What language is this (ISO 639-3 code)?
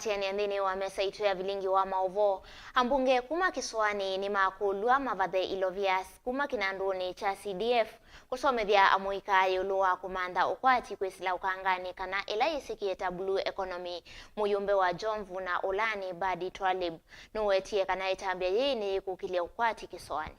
kam